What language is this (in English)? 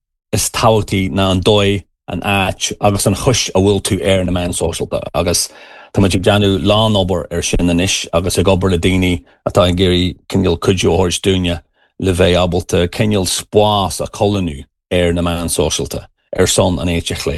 Irish